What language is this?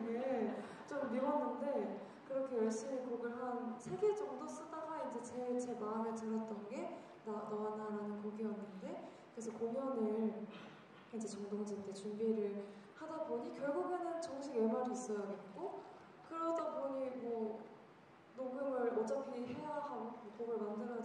Korean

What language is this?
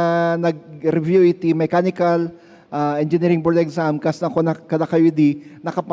Iloko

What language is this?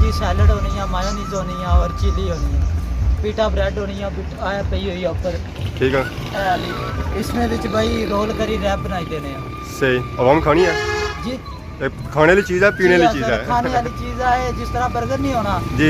Pahari-Potwari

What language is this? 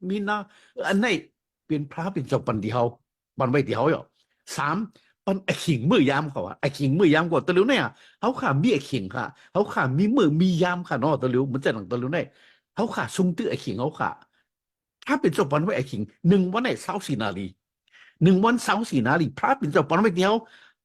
Shan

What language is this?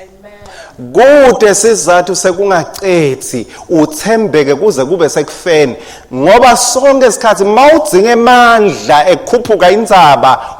Swati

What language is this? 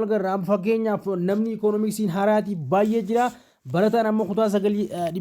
Oromo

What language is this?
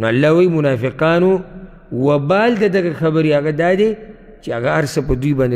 Pashto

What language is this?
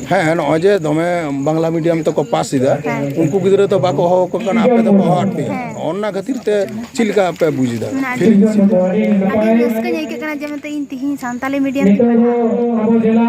Santali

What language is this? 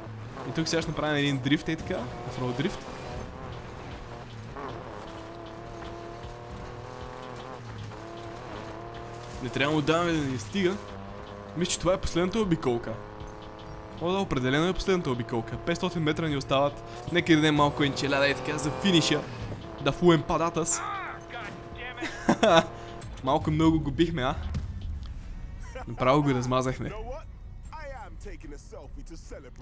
Bulgarian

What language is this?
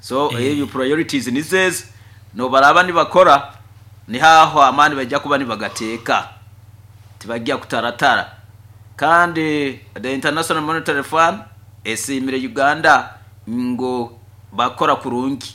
Nyoro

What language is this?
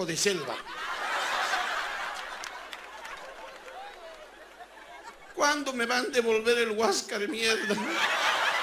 Spanish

